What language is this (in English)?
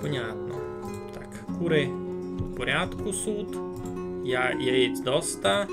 Rusyn